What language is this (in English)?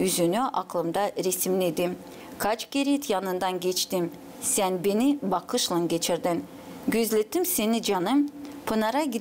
Gagauz